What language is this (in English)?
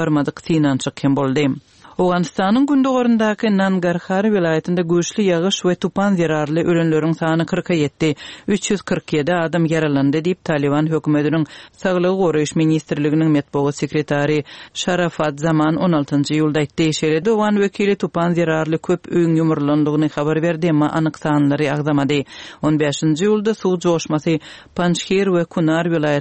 Kyrgyz